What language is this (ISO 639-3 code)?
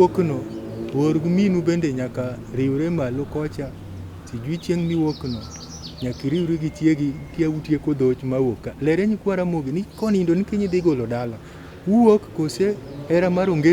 luo